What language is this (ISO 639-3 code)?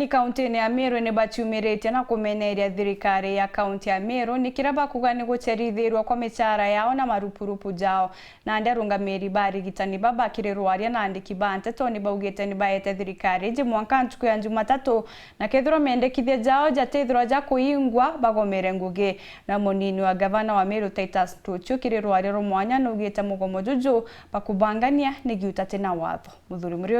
mer